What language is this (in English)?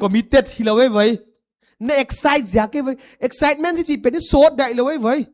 Paite Chin